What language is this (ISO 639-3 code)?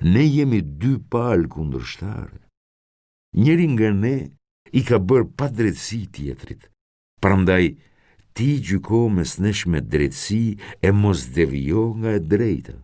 sqi